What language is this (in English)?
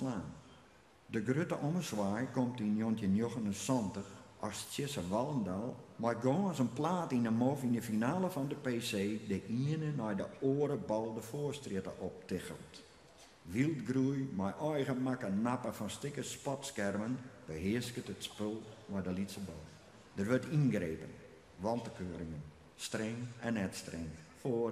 Western Frisian